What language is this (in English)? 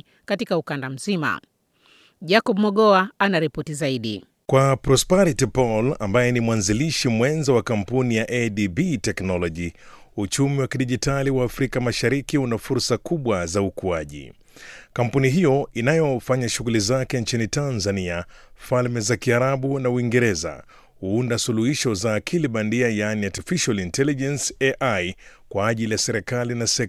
Swahili